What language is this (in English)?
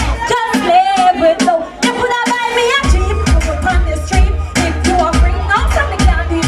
Jamaican Creole English